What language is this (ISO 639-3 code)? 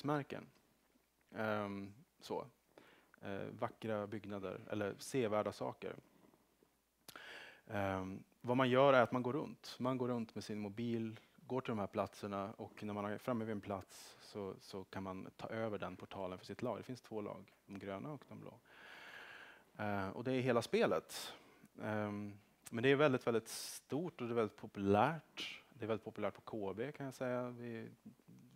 swe